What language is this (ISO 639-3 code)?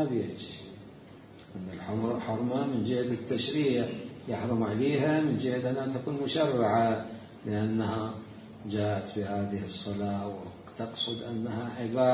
acm